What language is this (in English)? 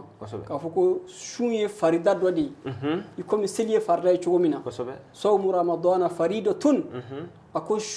Bambara